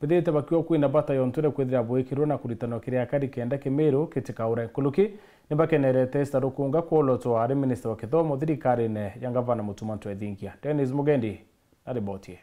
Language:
Meru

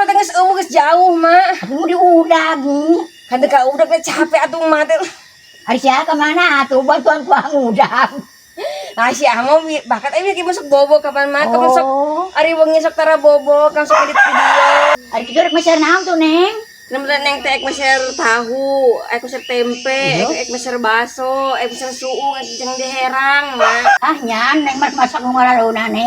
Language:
Sundanese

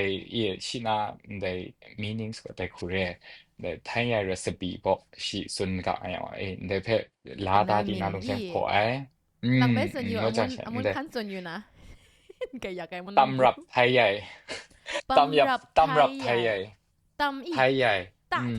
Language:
Kachin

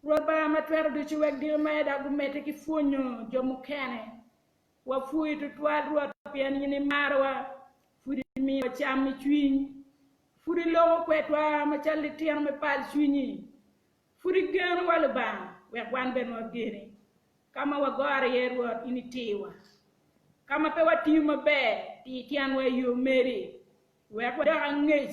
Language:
Acoli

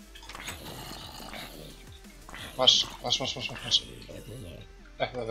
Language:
Croatian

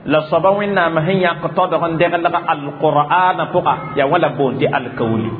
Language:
Mossi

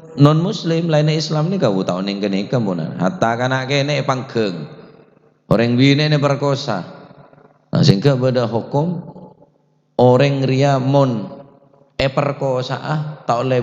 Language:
Madurese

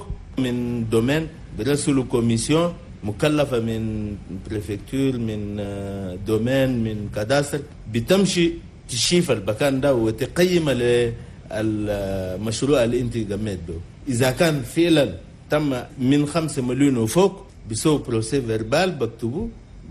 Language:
Chadian Arabic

